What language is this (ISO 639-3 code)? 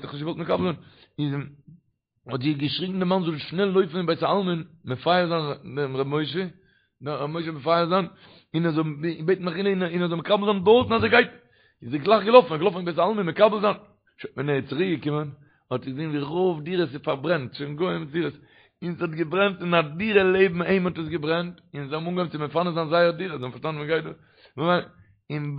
yid